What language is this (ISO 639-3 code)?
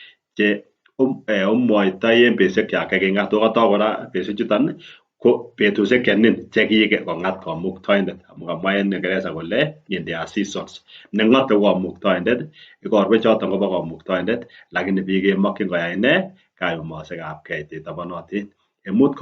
kln